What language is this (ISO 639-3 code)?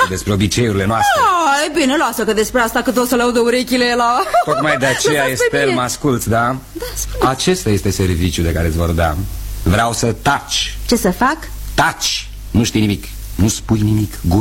ron